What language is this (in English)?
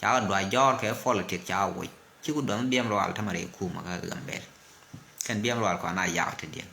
Nuer